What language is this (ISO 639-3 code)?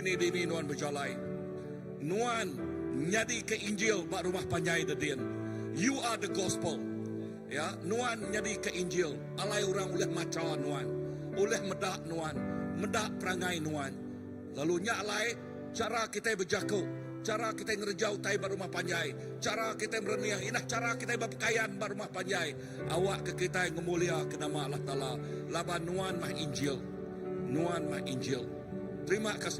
iba